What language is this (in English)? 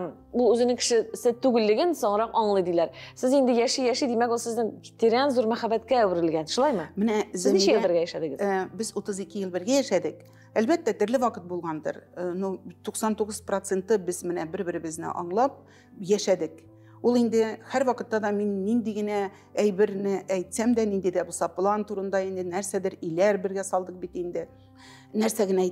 Tatar